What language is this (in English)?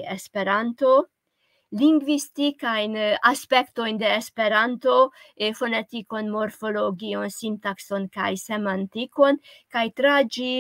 Esperanto